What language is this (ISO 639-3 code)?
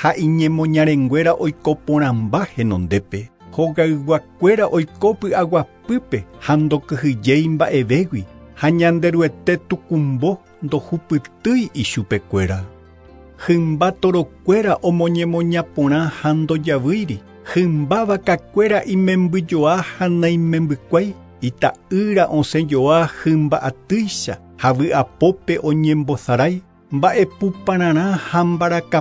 grn